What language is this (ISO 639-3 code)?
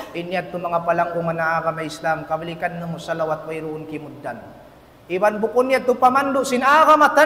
tsg